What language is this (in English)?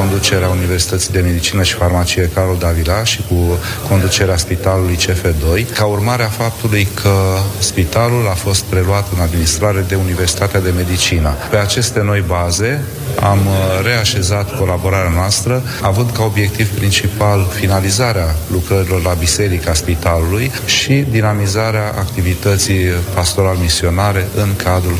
Romanian